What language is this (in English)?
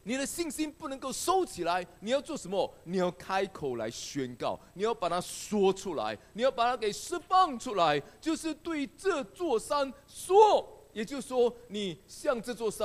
Chinese